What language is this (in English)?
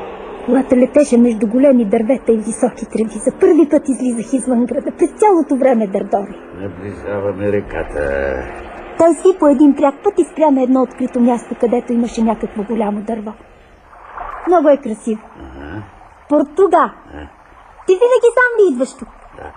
Bulgarian